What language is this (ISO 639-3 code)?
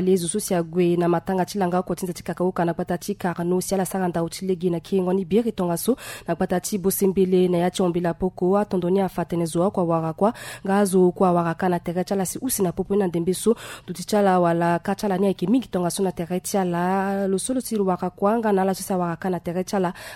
sag